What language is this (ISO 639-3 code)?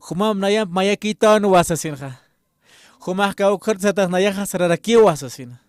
aym